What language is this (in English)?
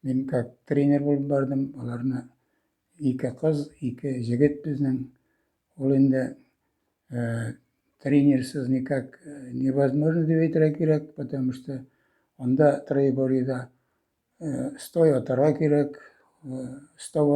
Tatar